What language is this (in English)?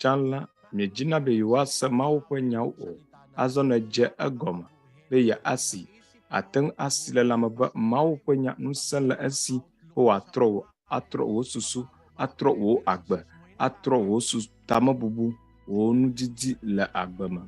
Ewe